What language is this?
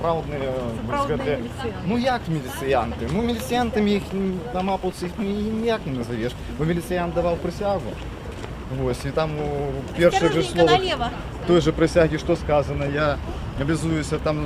Belarusian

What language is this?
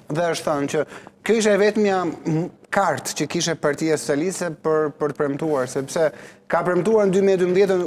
Albanian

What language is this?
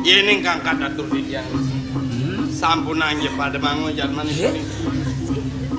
Balinese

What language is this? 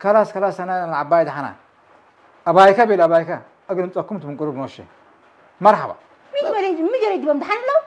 Tigre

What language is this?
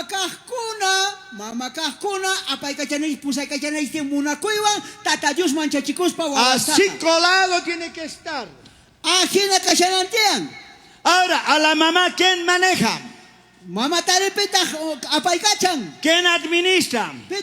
South Bolivian Quechua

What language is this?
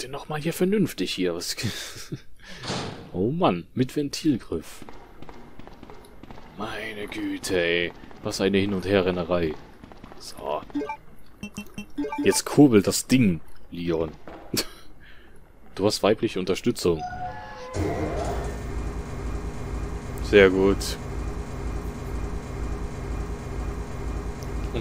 German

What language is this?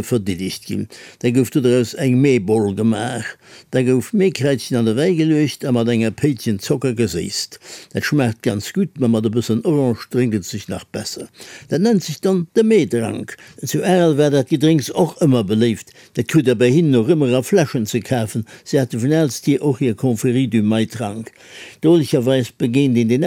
Luxembourgish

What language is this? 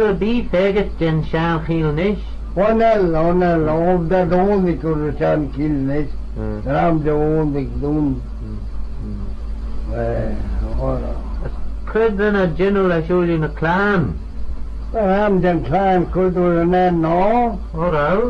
Manx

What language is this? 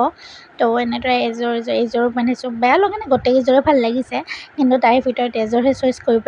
Assamese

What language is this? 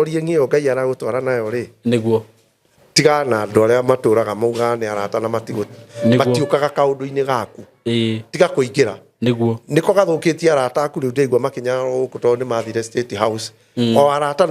Kikuyu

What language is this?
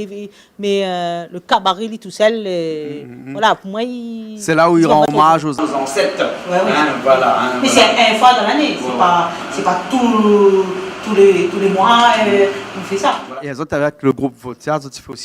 Réunion Creole French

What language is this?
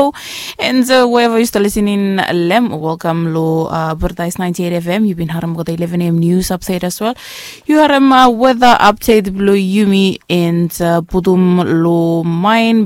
Bislama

